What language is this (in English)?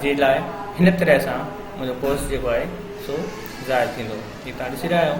Sindhi